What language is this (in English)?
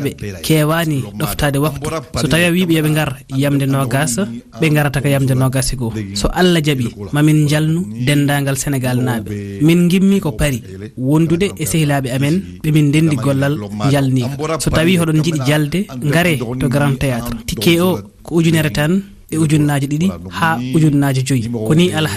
Fula